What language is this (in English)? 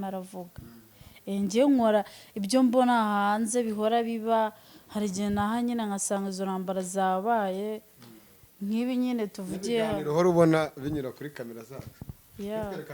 Kinyarwanda